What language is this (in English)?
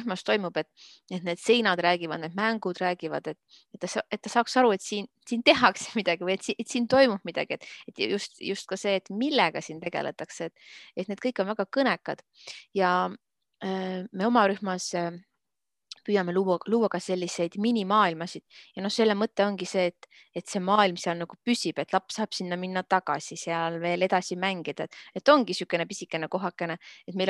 Estonian